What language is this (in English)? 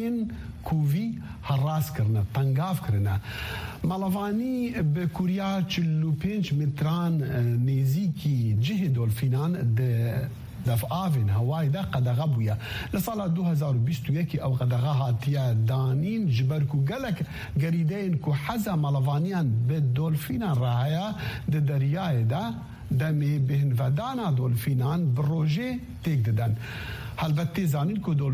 Kurdish